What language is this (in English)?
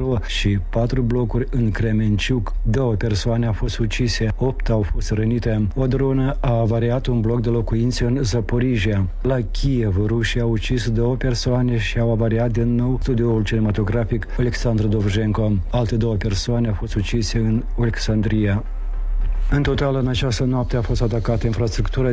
Romanian